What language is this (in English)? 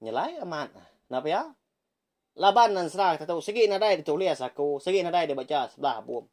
Iban